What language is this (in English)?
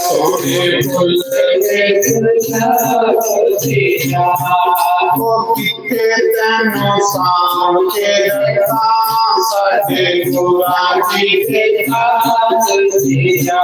Dogri